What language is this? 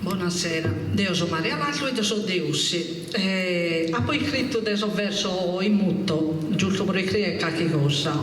Sardinian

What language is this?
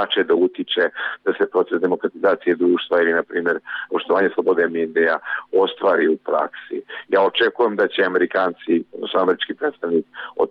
Serbian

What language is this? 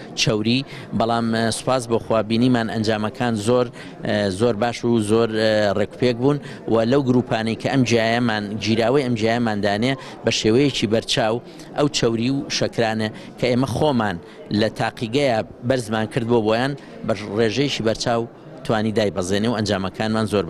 Central Kurdish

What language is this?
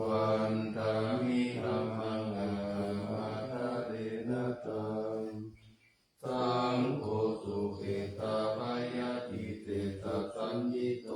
Pali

